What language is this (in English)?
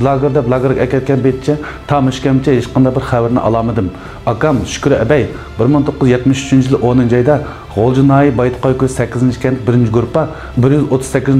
Uyghur